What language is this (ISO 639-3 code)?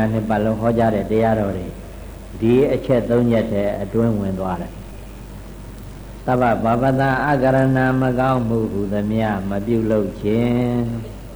mya